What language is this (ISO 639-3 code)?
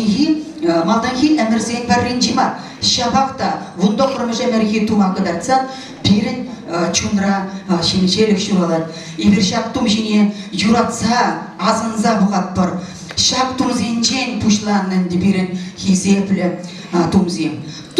chv